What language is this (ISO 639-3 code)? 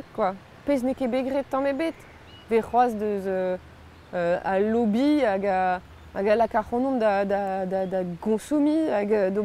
bre